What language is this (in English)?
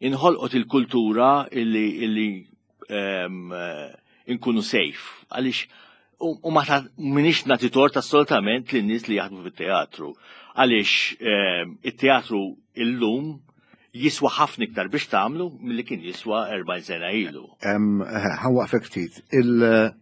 Maltese